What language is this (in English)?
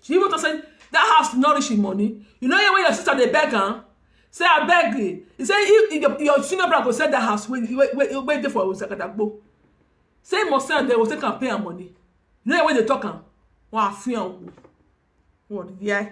Nigerian Pidgin